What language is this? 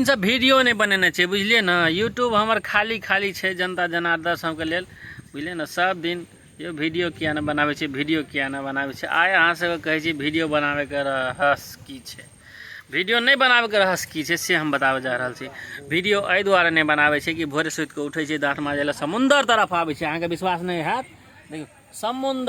Maithili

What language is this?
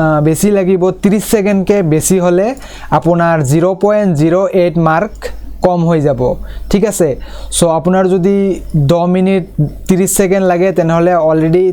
Assamese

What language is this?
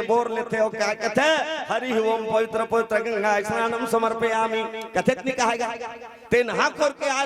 Chhattisgarhi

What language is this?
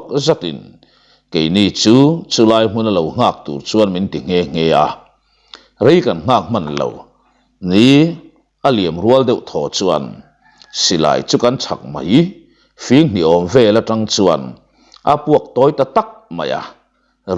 Mizo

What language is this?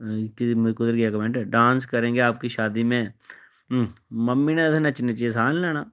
Dogri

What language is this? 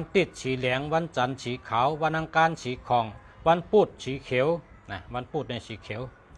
Shan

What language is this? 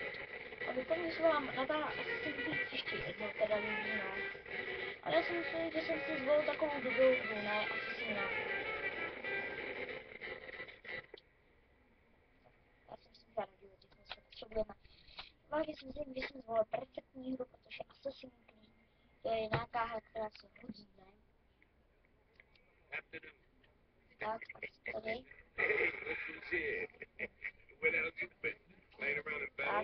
Czech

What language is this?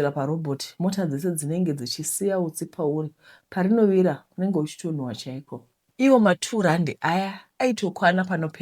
Shona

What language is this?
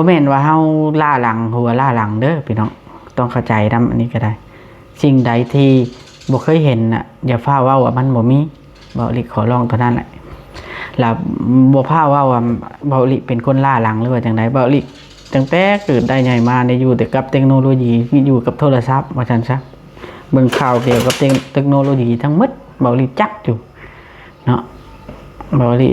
Lao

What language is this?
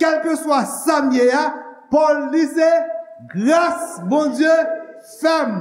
Haitian Creole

